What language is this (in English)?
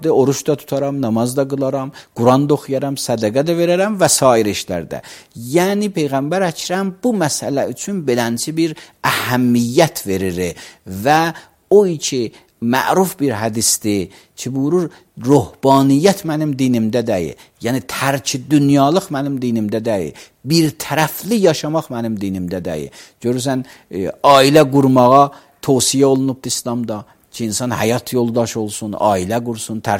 Azerbaijani